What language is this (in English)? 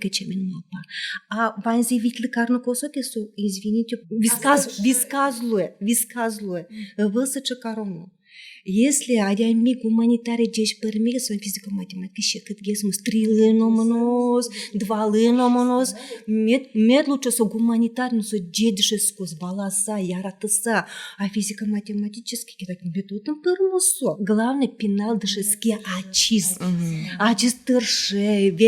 Udmurt